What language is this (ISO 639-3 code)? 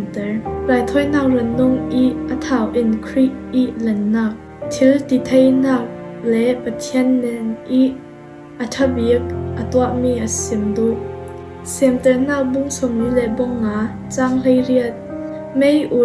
cfm